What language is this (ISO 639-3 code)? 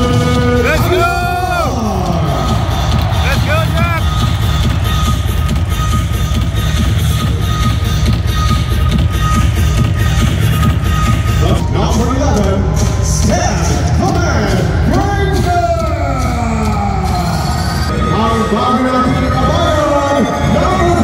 fil